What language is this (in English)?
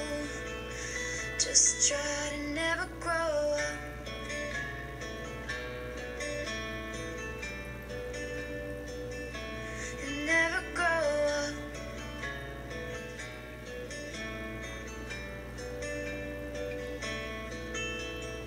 English